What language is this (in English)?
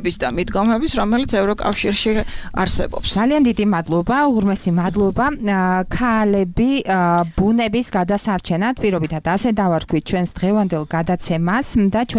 Georgian